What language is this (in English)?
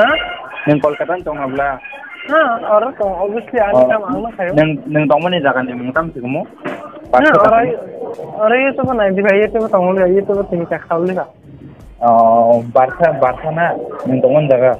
Kok Borok